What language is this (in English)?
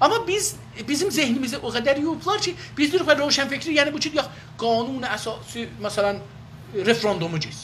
South Azerbaijani